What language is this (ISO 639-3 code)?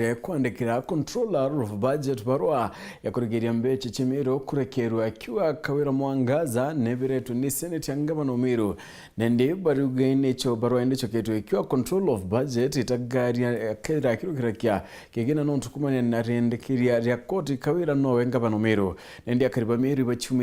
mer